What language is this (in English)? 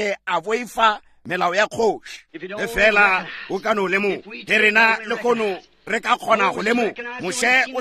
Northern Sotho